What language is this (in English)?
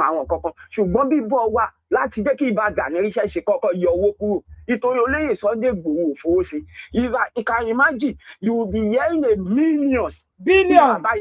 Yoruba